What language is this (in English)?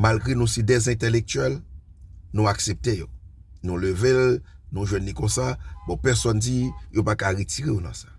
Haitian Creole